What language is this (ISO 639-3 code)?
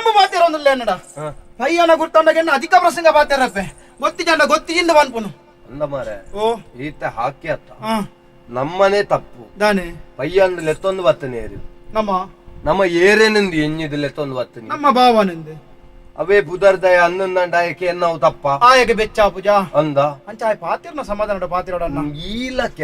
tcy